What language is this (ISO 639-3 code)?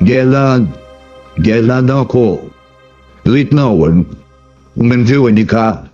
hat